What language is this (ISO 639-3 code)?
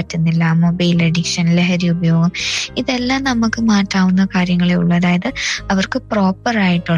mal